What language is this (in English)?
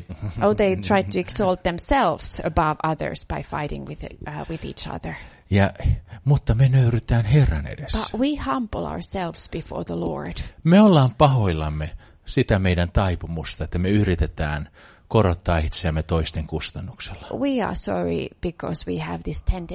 Finnish